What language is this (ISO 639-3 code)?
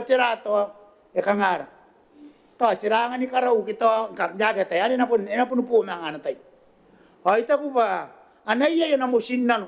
gil